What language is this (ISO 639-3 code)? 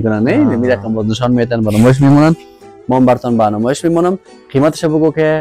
fas